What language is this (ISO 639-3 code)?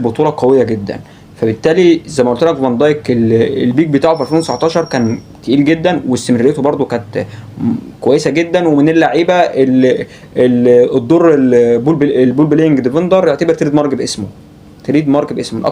arz